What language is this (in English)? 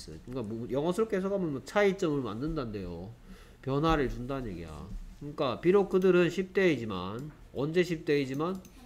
Korean